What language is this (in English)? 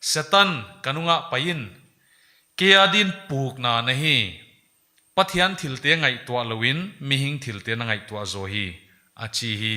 Paite Chin